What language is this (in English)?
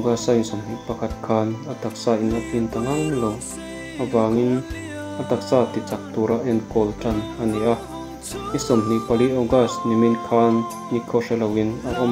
Mizo